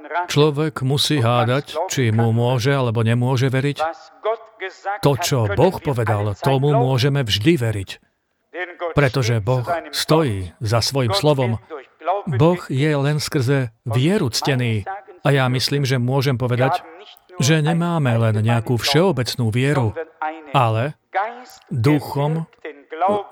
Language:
Slovak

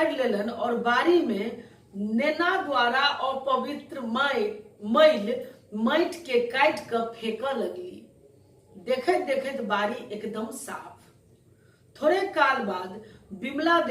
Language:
Maithili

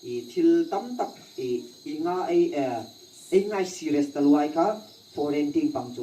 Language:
Hmar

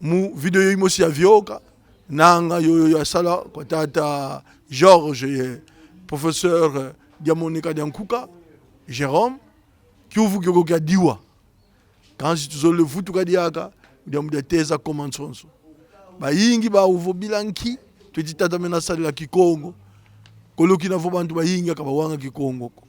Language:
Kongo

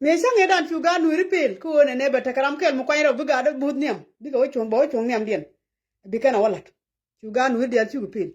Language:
Nuer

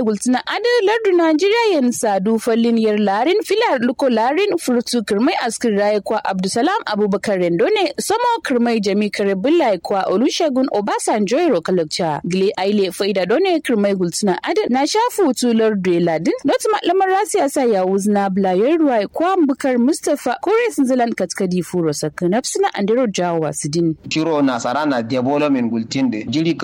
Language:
Kanuri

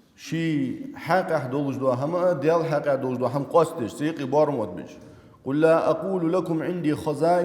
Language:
Ingush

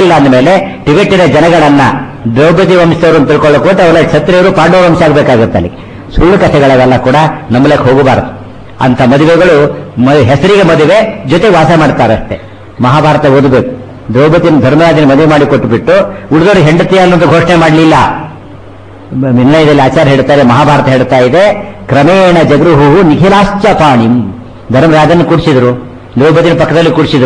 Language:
Kannada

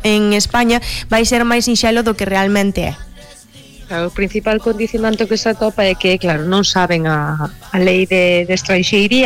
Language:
Galician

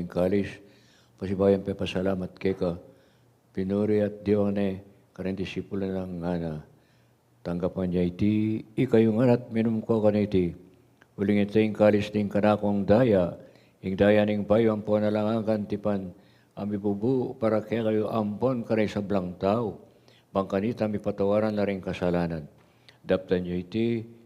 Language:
Pampanga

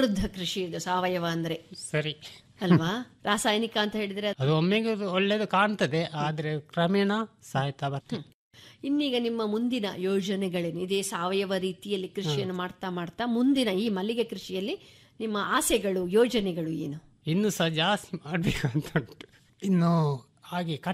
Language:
Kannada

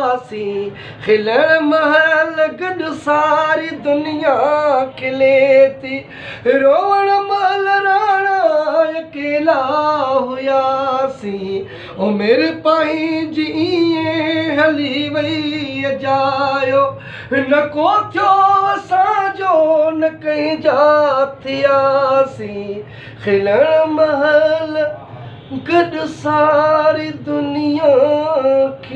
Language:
Sindhi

